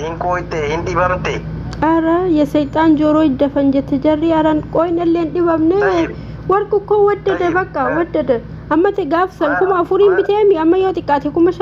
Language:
Oromo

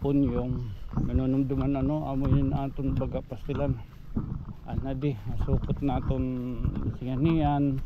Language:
Waray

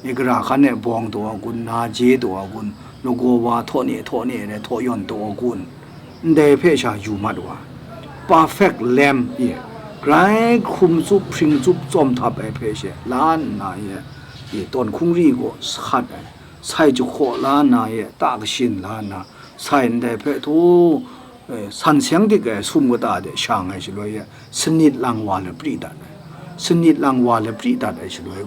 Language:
Kachin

